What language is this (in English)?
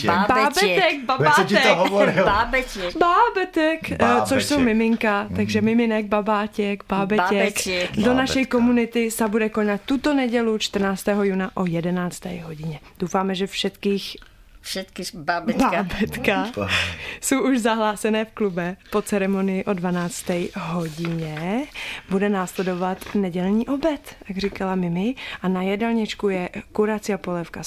Slovak